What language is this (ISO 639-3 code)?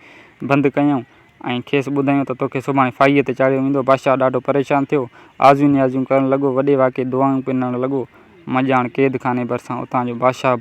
snd